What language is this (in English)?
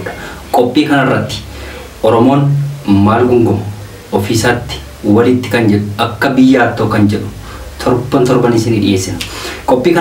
Oromo